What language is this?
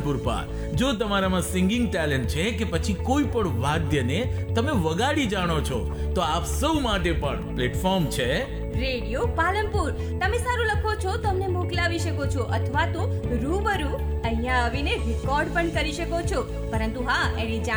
Gujarati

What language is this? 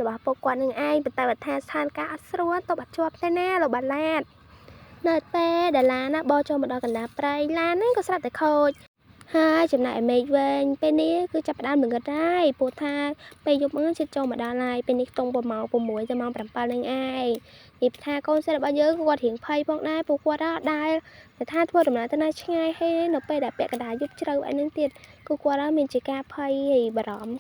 Khmer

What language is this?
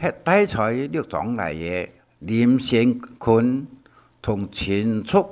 Hakka Chinese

